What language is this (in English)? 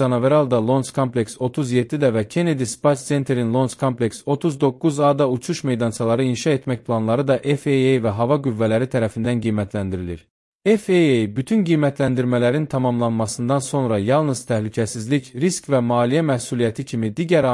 Azerbaijani